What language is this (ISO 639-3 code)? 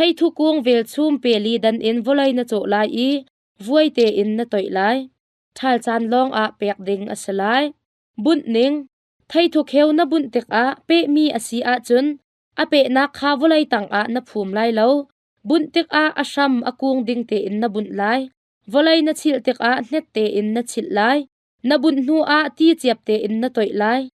cnh